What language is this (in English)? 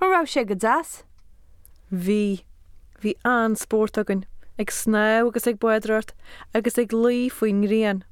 Irish